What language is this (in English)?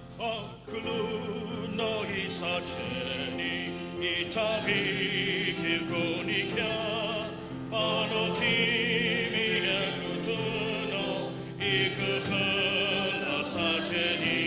Sumi Naga